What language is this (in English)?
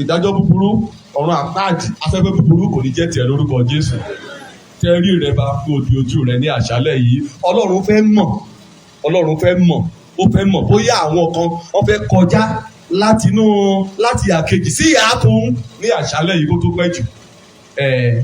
Yoruba